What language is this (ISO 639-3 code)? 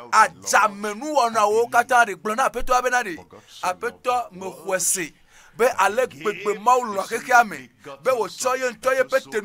ewe